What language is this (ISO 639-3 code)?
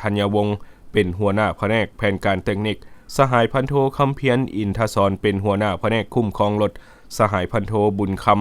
lao